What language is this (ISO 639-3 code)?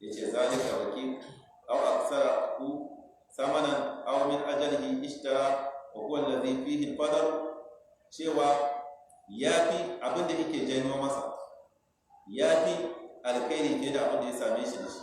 hau